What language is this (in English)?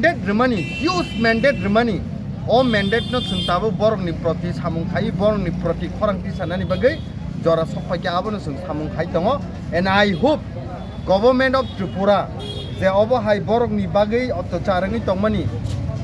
Kok Borok